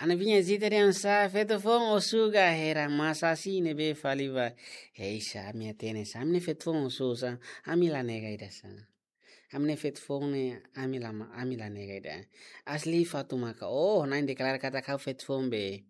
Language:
Tetum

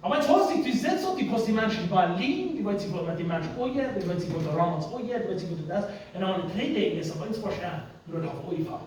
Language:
Plautdietsch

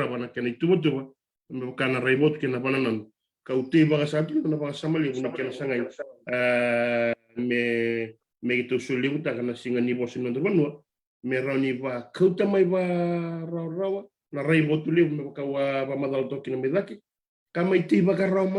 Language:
Fijian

